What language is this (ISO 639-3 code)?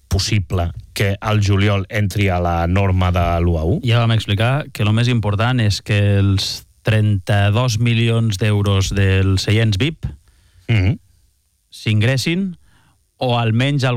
cat